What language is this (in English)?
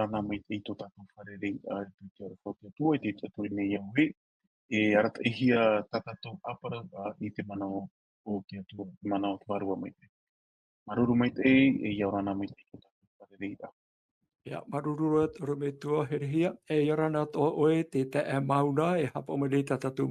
Tahitian